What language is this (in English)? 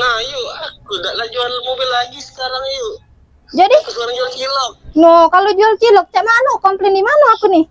Musi